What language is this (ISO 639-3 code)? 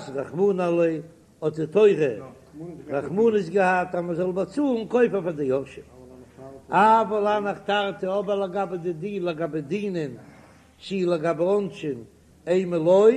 yid